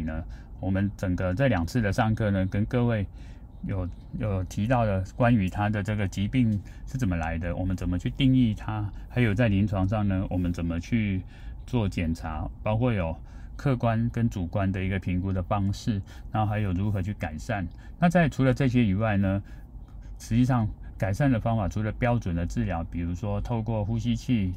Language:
Chinese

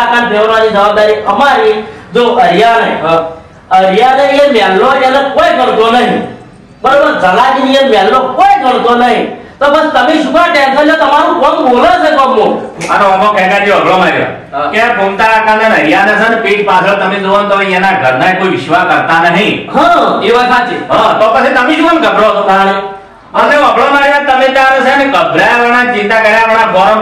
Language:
Gujarati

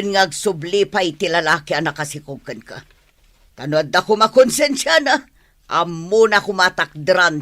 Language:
Iloko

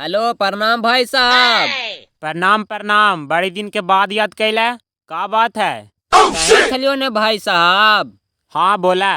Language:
Magahi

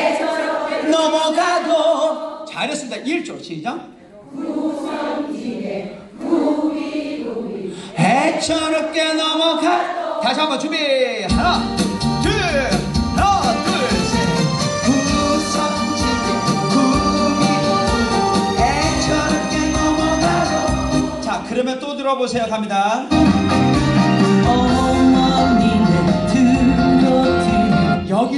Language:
Korean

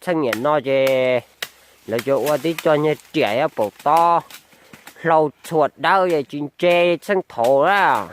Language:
Hmong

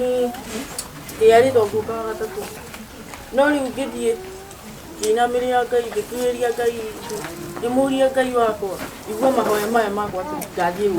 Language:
Kikuyu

